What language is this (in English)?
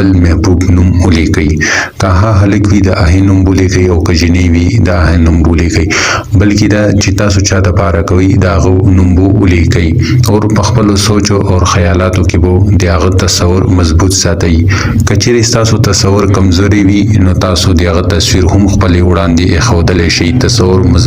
Pashto